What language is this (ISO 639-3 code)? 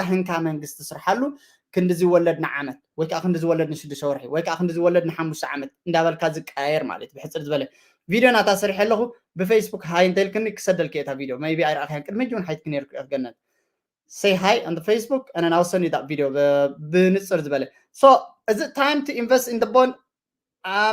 tir